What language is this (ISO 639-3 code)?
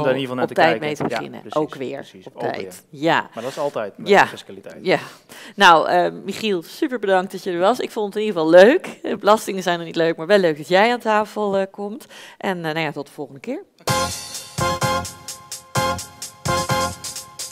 nld